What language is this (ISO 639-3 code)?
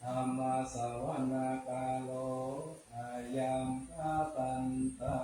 pli